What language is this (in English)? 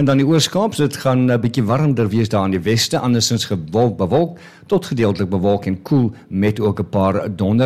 Afrikaans